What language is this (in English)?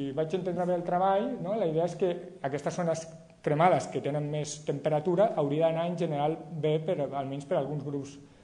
Catalan